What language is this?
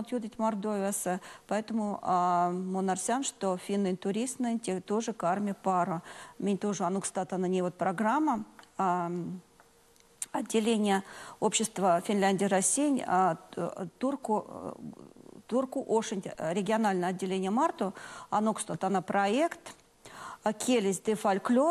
Erzya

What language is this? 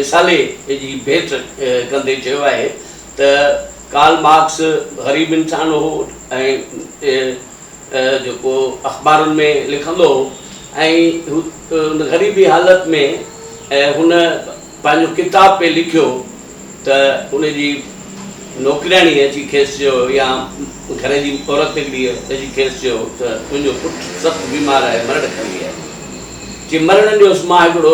Sindhi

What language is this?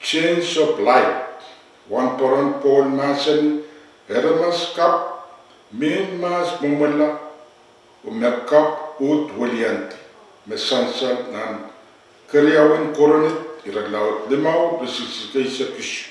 Pohnpeian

